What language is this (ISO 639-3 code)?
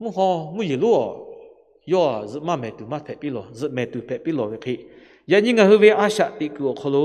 lhu